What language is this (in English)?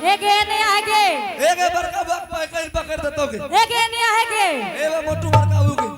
Angika